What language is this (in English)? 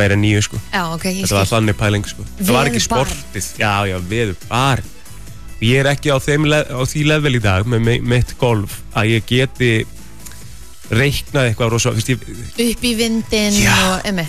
Icelandic